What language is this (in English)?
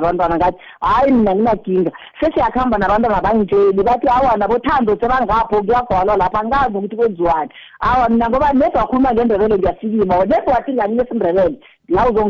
South Ndebele